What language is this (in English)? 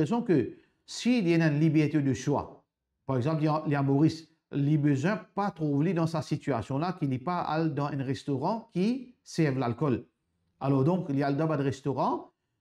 Morisyen